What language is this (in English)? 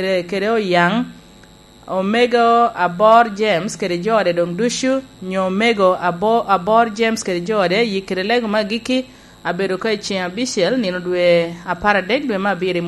Lango (Uganda)